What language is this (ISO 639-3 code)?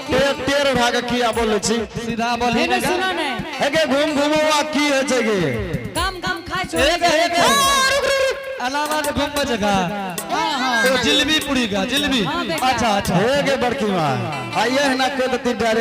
anp